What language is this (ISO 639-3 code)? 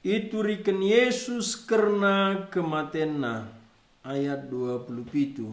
btx